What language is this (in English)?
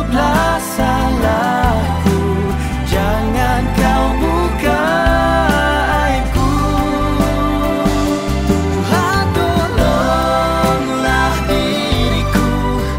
Malay